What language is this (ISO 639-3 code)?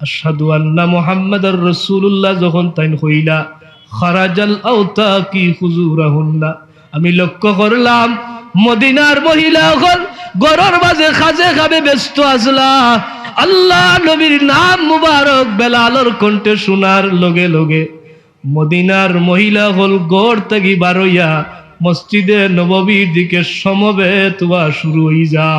syl